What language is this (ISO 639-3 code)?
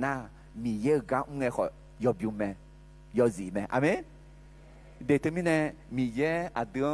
ahk